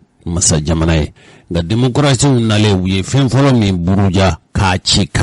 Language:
Bambara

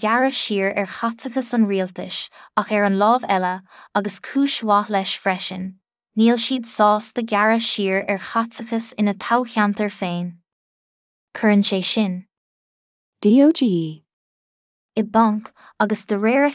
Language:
Irish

